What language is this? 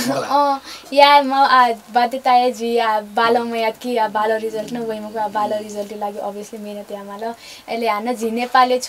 Newari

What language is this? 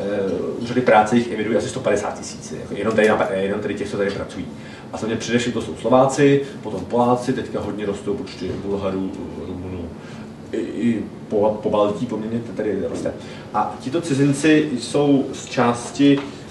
Czech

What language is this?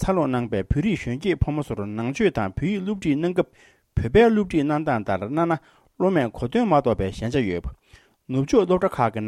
Tibetan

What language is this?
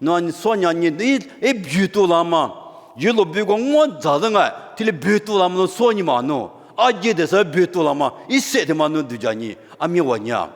Lisu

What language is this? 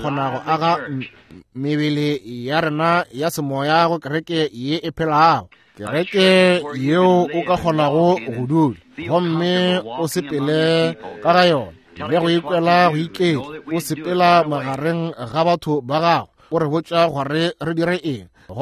Northern Sotho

